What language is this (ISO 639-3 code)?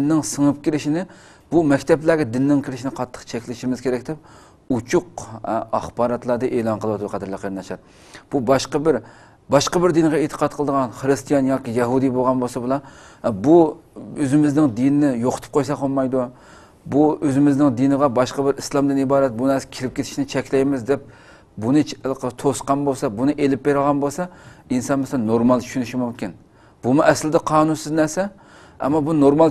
uig